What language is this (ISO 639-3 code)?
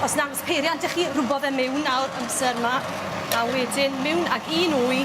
cym